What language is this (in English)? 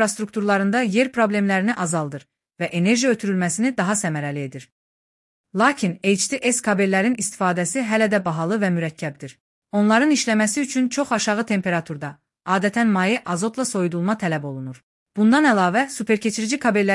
Azerbaijani